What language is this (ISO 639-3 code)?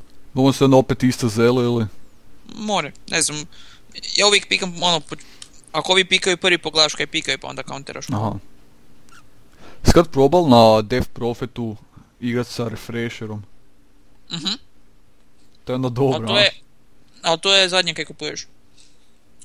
hrv